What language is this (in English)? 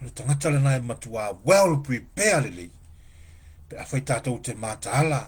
Samoan